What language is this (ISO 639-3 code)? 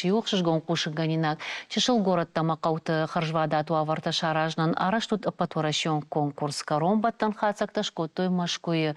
oss